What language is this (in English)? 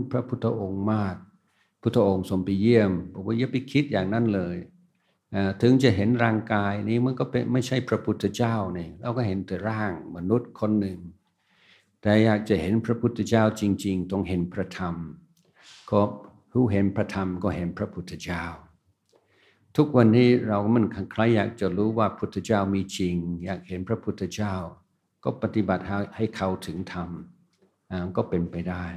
Thai